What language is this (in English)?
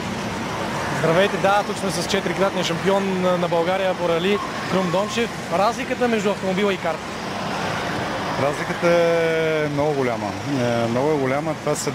Bulgarian